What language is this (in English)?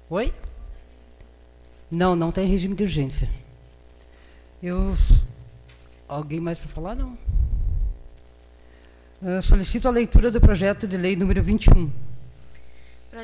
Portuguese